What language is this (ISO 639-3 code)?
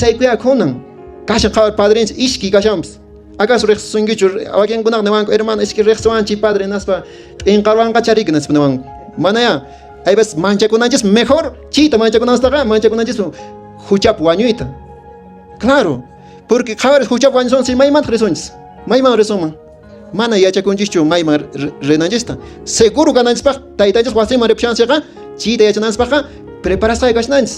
que